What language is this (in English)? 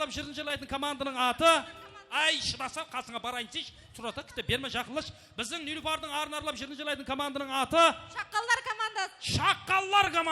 Kara-Kalpak